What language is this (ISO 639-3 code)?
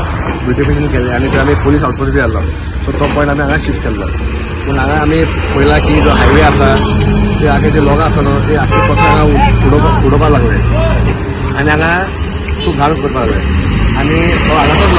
kok